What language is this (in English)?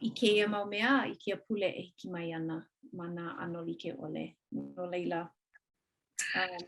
Hawaiian